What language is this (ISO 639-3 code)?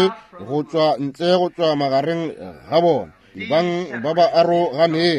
nso